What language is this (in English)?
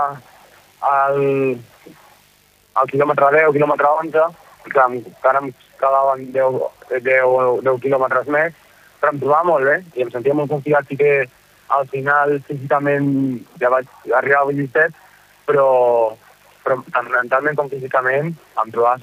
Catalan